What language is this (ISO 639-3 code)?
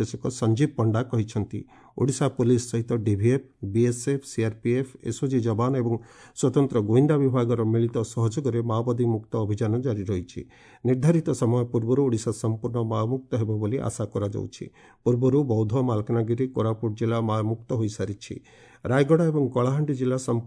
ori